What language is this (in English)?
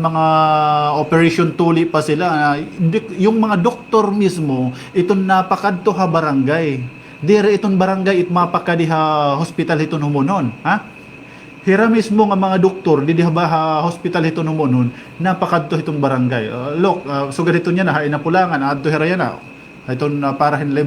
Waray